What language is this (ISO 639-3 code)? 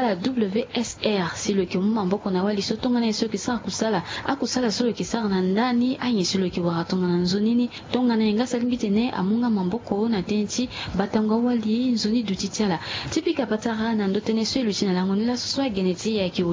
sag